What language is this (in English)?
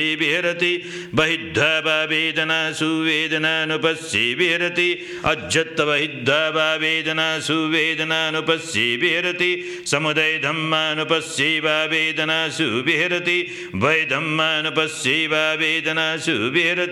Pali